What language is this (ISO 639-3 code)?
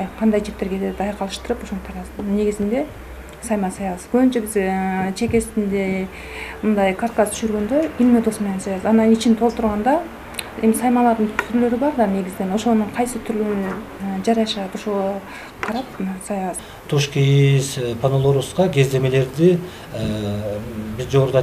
kir